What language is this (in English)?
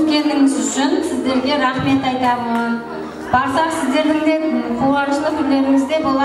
Kara-Kalpak